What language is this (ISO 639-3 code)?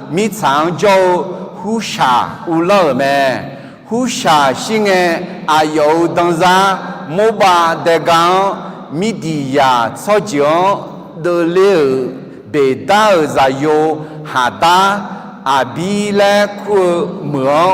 ahk